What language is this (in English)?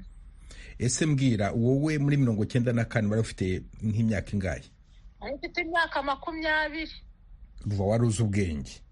Kinyarwanda